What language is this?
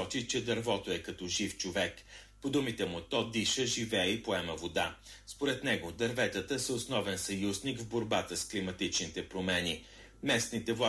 Bulgarian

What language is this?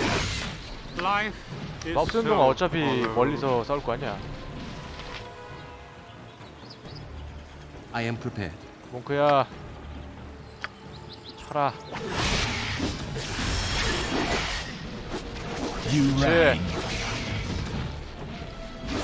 Korean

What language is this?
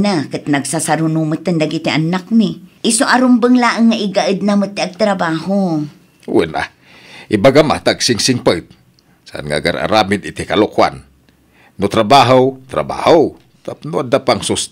Iloko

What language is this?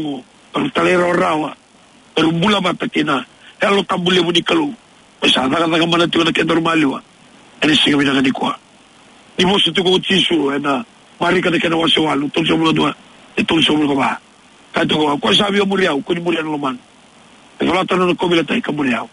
Fijian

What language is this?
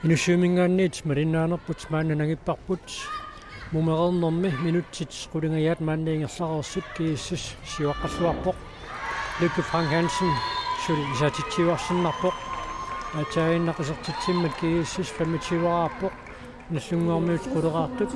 Kalaallisut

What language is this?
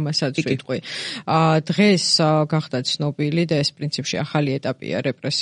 Georgian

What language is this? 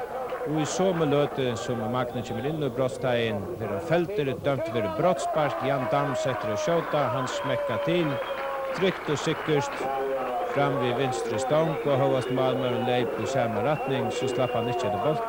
Faroese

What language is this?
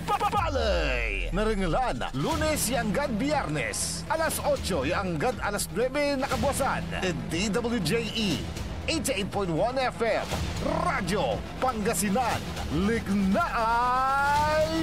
Pangasinan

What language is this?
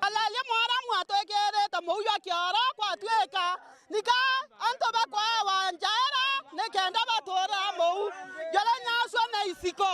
Meru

